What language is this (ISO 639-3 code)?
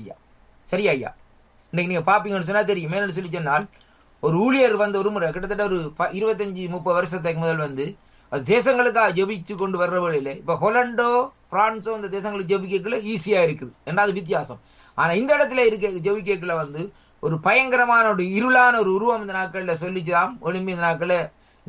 tam